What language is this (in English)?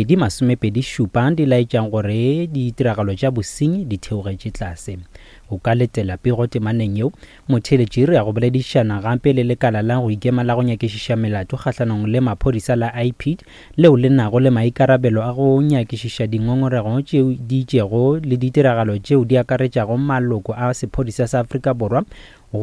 Northern Sotho